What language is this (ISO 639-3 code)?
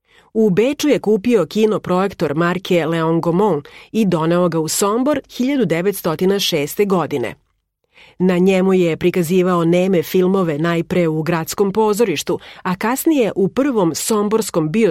srp